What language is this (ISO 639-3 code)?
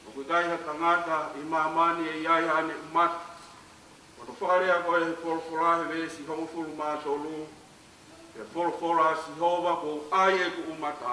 ton